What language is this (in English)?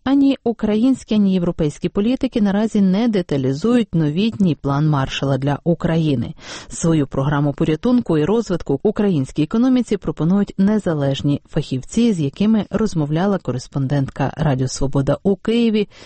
Ukrainian